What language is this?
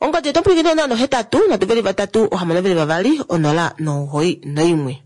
Kuanyama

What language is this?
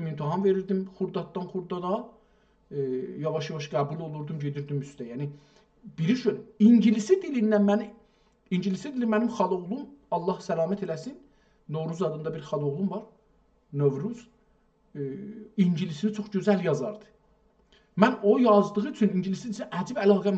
South Azerbaijani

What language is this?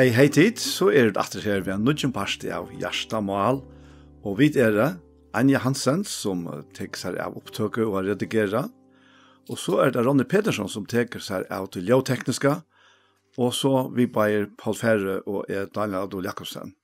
Faroese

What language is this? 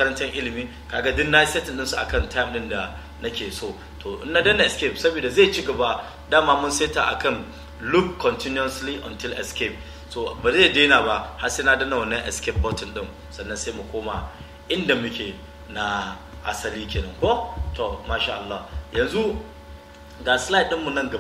Hausa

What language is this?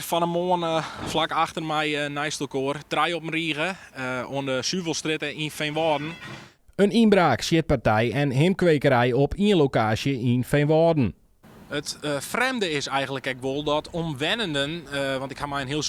Western Frisian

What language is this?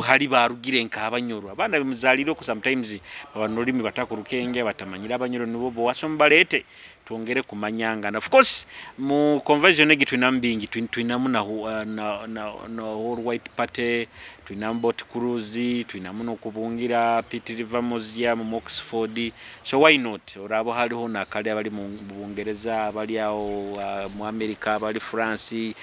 Nyoro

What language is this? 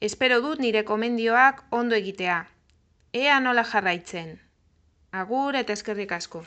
Basque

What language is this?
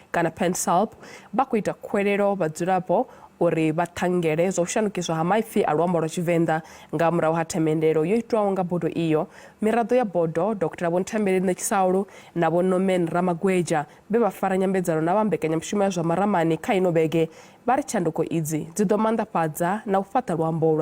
Venda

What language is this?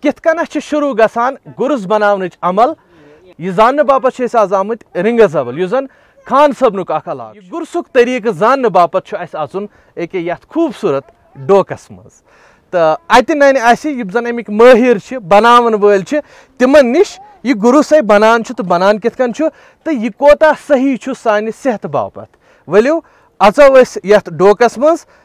Kashmiri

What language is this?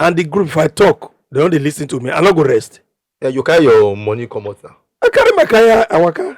Nigerian Pidgin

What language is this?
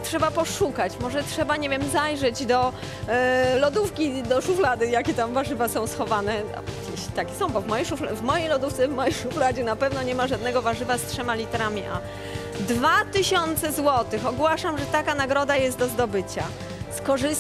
Polish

